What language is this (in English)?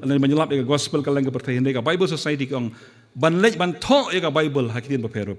Khasi